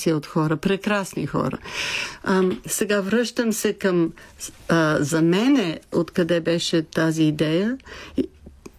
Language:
Bulgarian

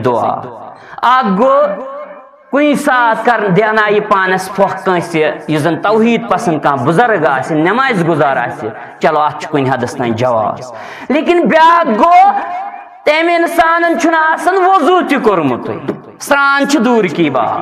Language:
Kashmiri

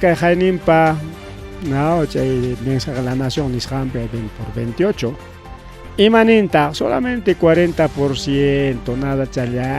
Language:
Ayacucho Quechua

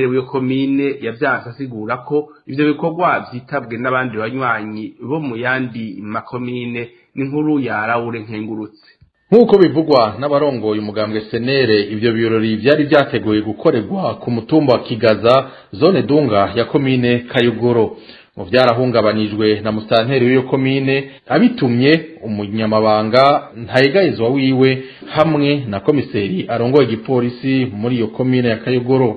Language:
Rundi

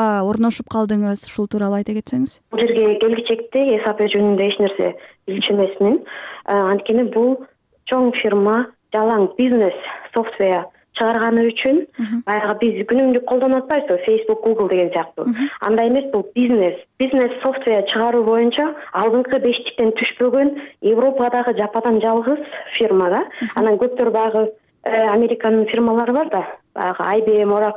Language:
Kyrgyz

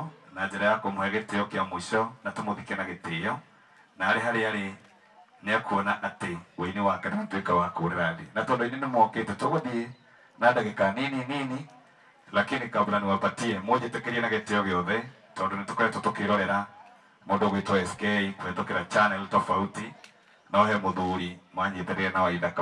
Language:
Kikuyu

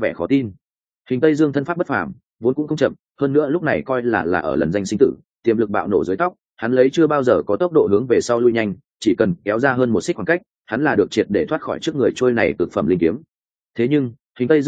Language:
Vietnamese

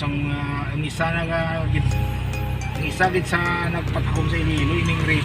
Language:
Hiligaynon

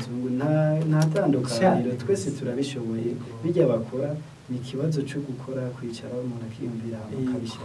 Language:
Rundi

